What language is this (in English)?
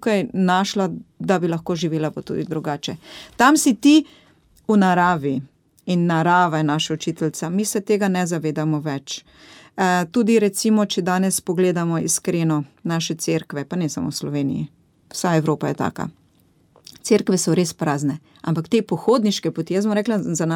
Slovenian